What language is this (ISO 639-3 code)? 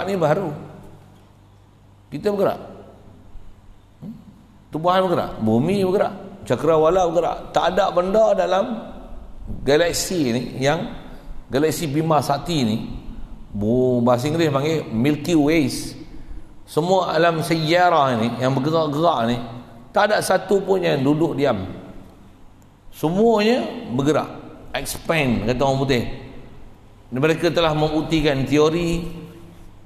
msa